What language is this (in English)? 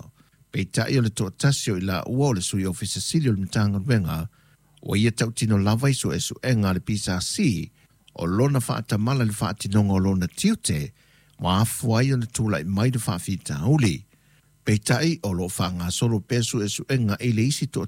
Samoan